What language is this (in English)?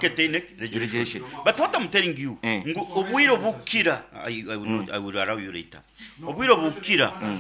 Nyoro